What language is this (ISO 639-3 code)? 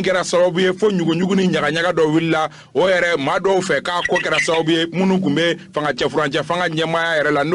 bam